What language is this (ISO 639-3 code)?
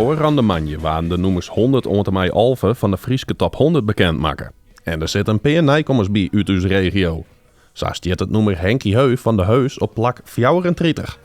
fry